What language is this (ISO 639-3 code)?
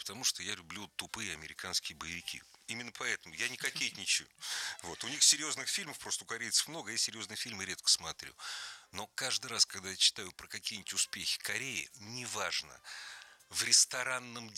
rus